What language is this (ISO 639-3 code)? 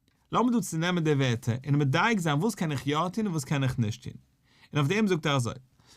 yid